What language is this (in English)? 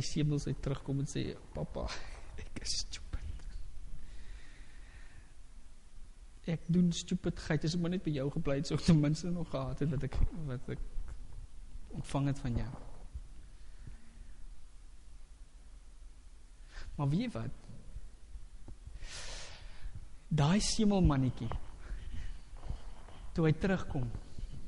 Afrikaans